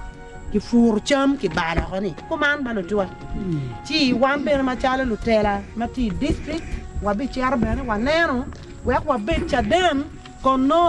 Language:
Acoli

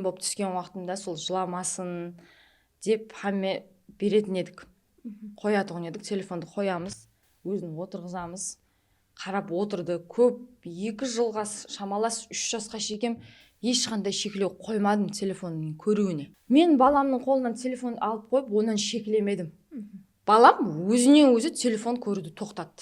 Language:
Kara-Kalpak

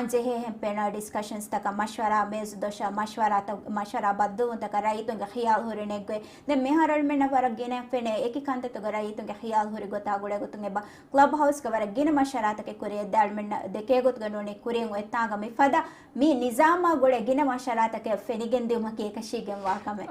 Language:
Divehi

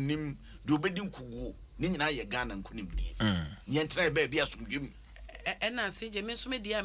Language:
Akan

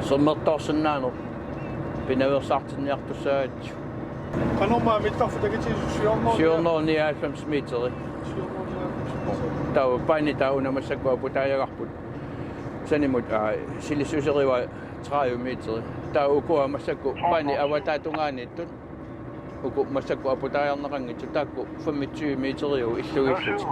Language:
Kalaallisut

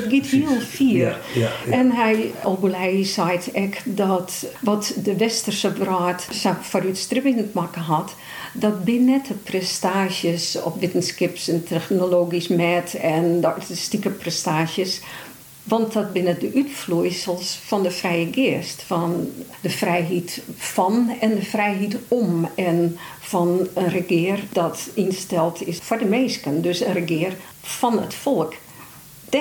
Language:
Western Frisian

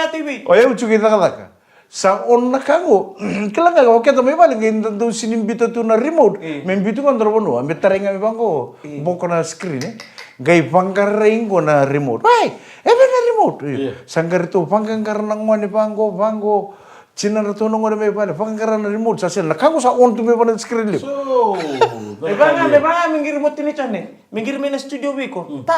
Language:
Fijian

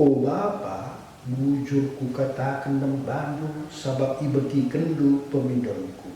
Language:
Batak Karo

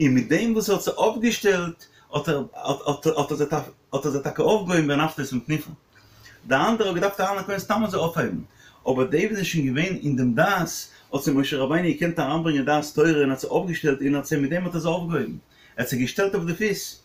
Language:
Yiddish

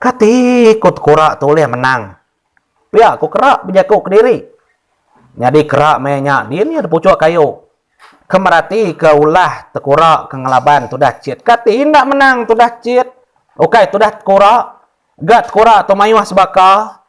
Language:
Iban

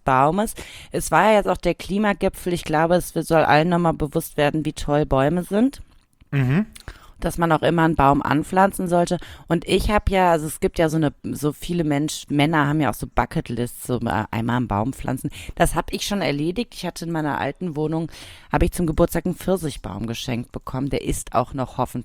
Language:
German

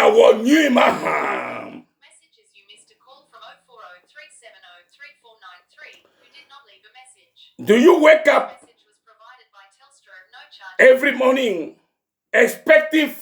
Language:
Ewe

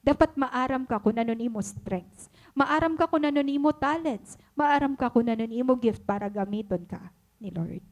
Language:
Waray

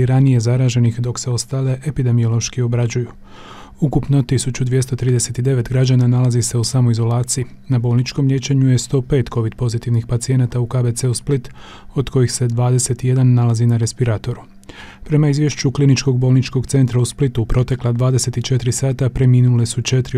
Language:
Croatian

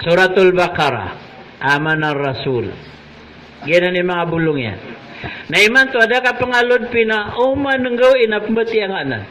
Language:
Maranao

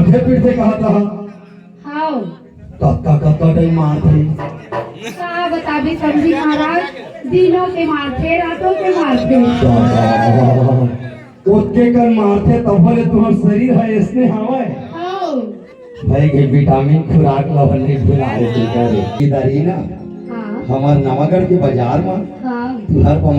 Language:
Chhattisgarhi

